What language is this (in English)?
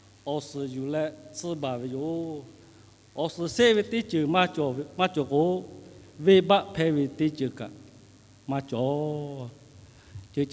Lahu